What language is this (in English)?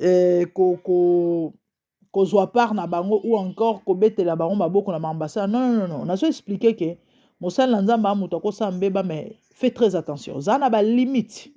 Lingala